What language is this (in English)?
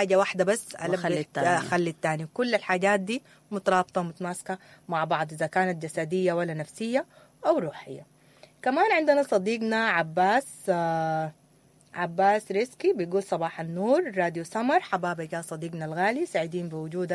Sudanese Arabic